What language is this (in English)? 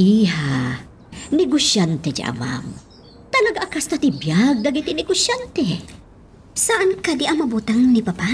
Iloko